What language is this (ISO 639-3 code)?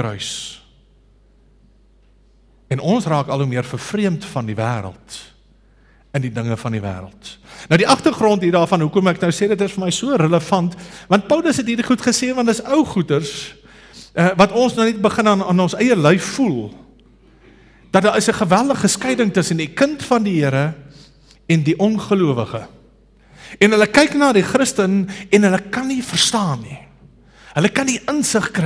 afr